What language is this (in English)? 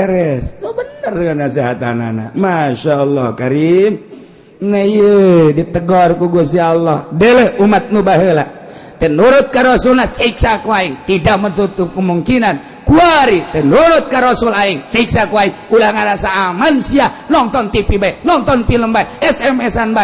Sundanese